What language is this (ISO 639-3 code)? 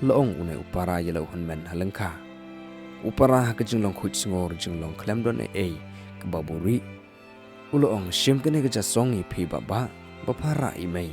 kha